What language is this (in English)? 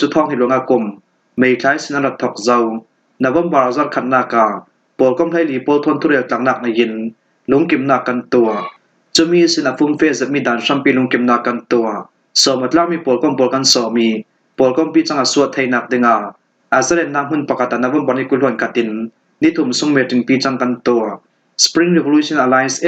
Falam Chin